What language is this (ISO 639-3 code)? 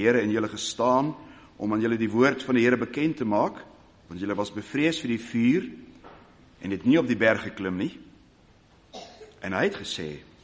afr